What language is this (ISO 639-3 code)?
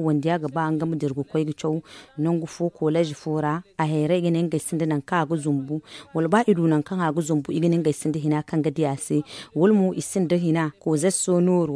dje